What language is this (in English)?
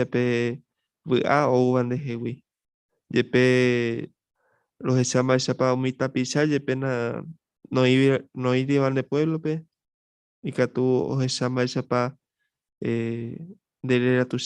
Guarani